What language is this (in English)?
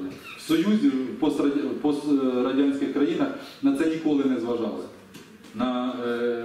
Ukrainian